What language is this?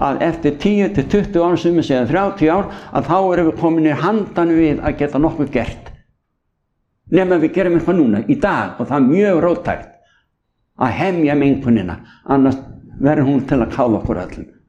Icelandic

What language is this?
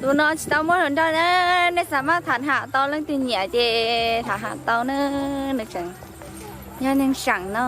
Hmong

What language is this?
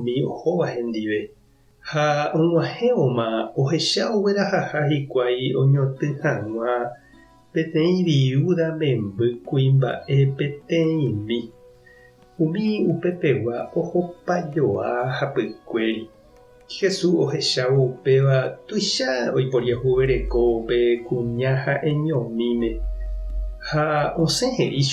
Guarani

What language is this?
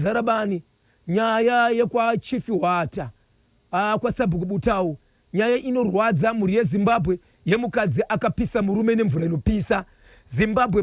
Shona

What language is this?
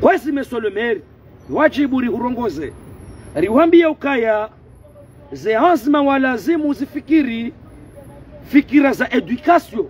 Ngazidja Comorian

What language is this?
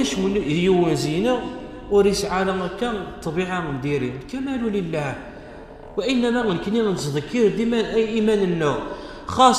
Kabyle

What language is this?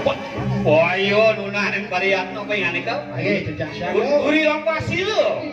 Balinese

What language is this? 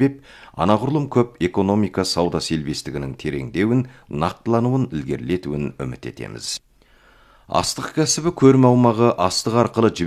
Kazakh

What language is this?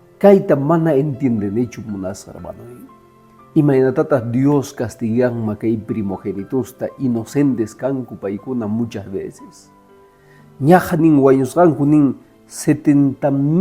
Quechua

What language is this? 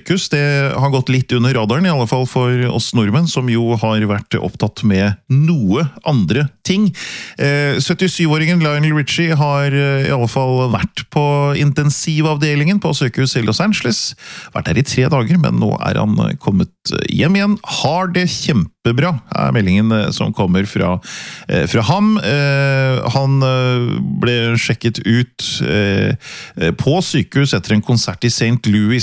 Norwegian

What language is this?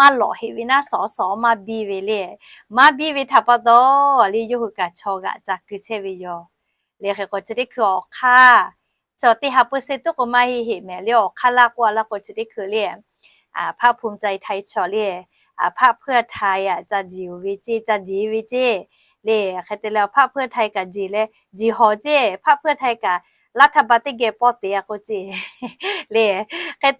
Lahu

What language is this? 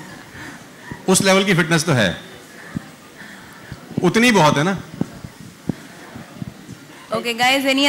Hindi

